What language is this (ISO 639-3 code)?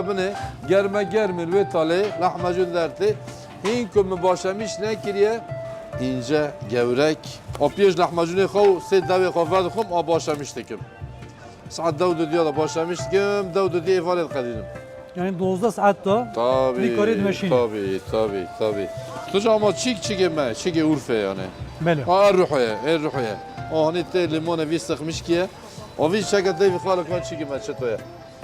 kur